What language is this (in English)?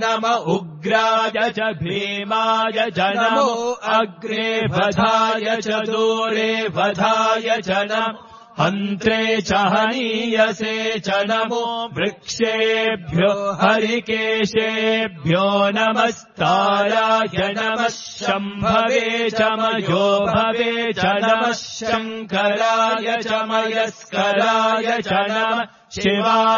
Sanskrit